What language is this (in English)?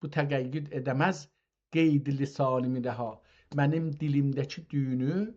South Azerbaijani